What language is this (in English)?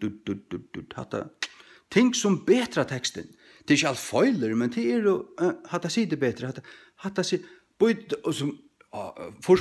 Faroese